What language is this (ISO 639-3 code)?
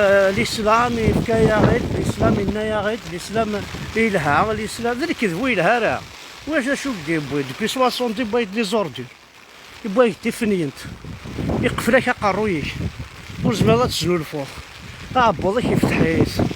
kab